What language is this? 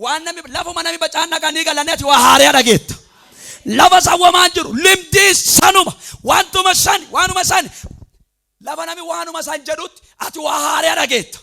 Oromo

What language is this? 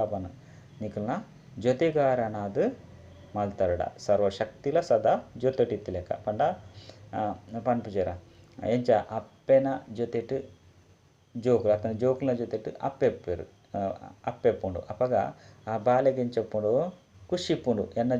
Tulu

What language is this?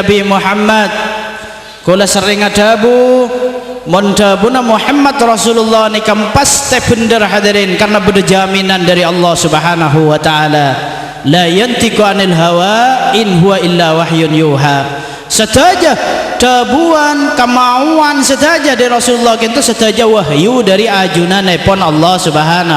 Madurese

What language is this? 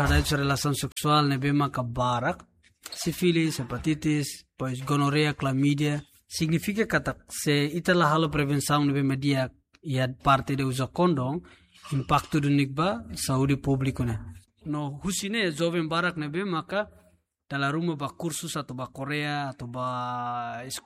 Tetum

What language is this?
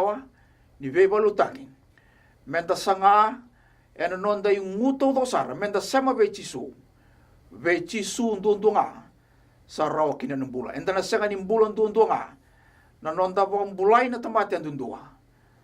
Fijian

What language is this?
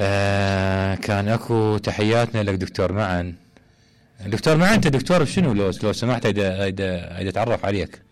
Mesopotamian Arabic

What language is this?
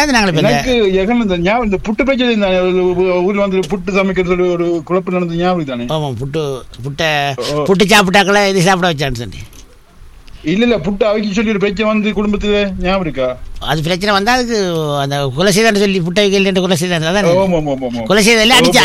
Tamil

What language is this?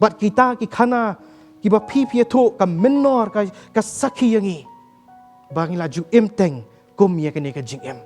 Khasi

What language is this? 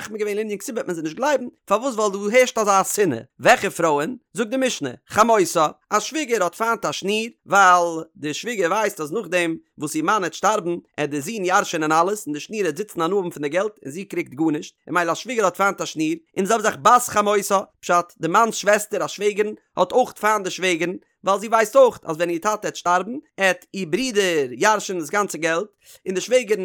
Yiddish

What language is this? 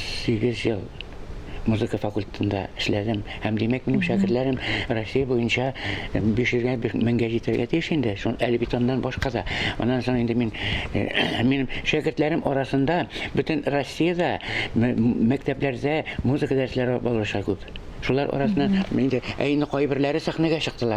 Tatar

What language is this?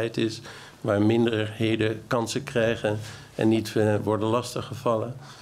Dutch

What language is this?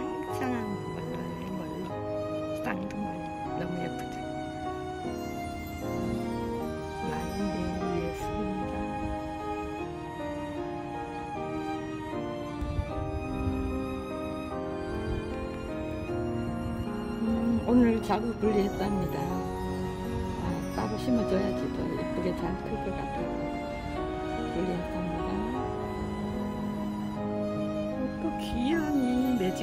Korean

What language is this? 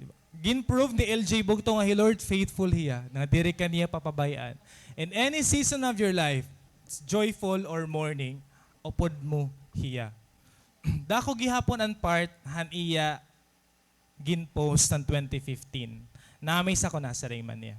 Waray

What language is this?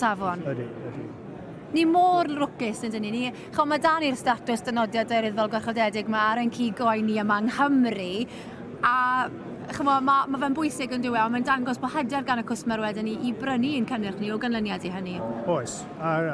Welsh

